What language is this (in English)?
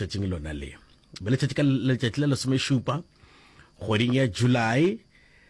Northern Sotho